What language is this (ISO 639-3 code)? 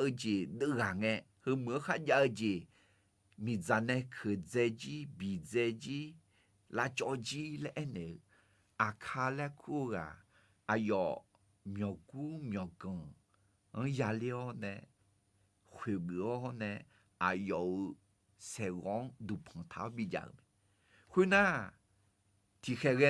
ahk